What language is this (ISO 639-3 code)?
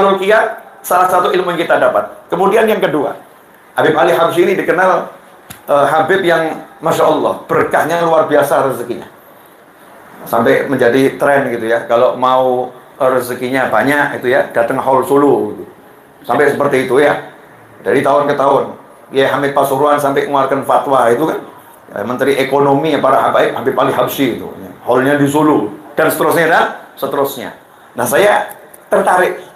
ind